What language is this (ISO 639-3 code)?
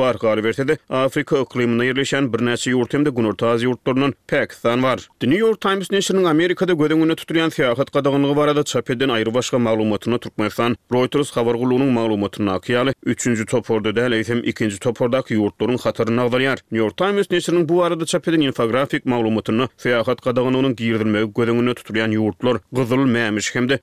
tuk